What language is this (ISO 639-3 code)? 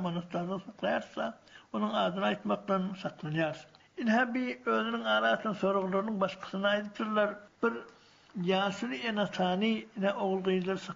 tuk